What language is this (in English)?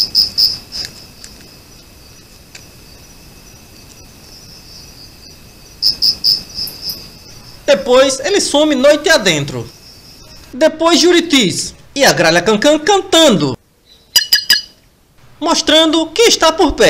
Portuguese